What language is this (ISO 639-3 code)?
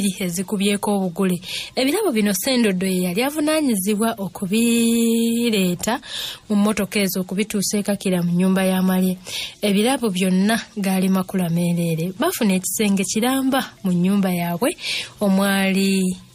lug